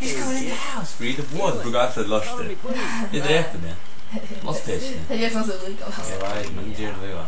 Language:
Faroese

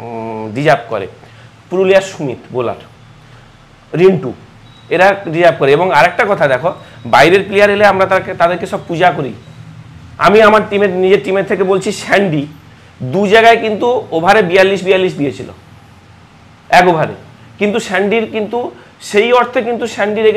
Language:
Bangla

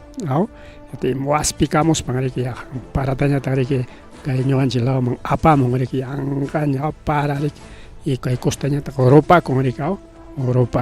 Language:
Ayacucho Quechua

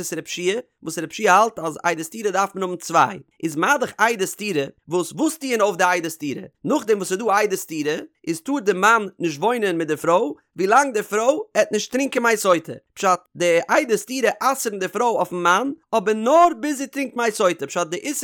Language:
Yiddish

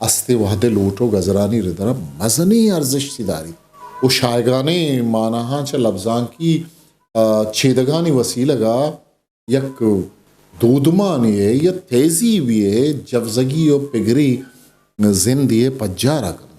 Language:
Eastern Balochi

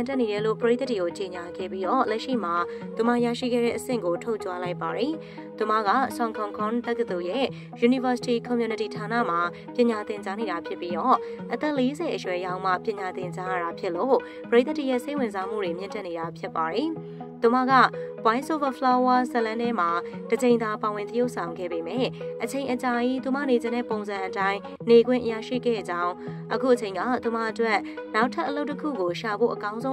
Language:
Burmese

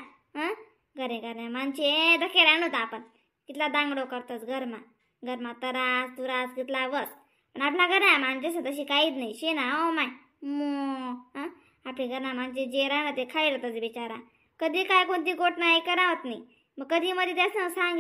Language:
Khandesi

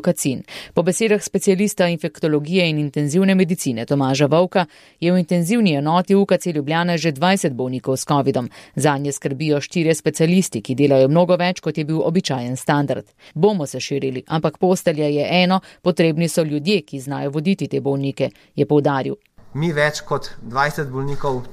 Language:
Slovenian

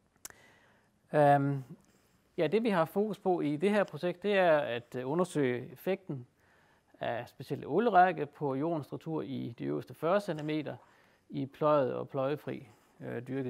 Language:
Danish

